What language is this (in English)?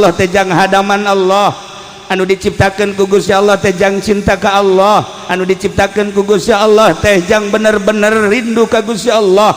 Sundanese